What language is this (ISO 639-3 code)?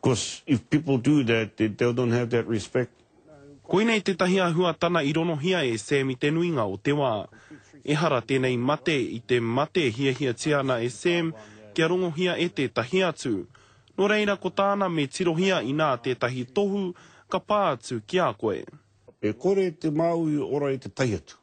mri